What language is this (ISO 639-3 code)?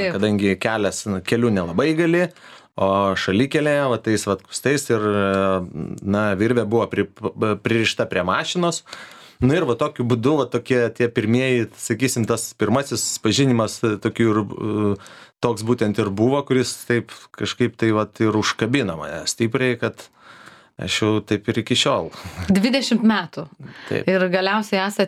lit